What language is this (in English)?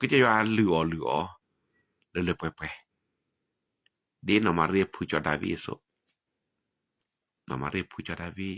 S'gaw Karen